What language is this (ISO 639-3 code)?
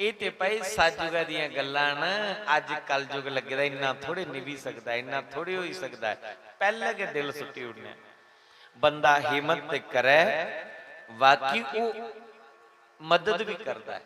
doi